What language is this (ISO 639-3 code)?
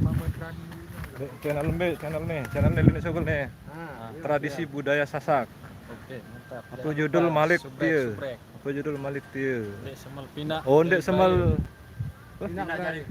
sas